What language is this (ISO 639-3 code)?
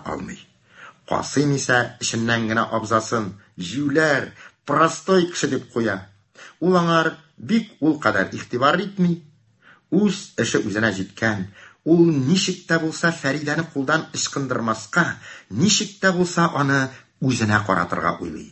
tat